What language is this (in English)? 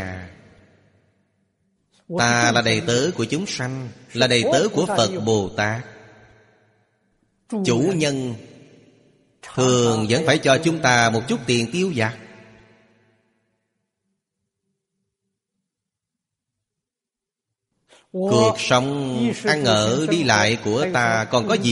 Vietnamese